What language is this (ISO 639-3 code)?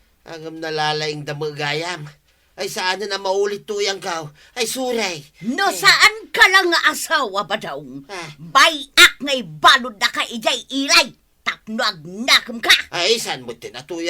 ilo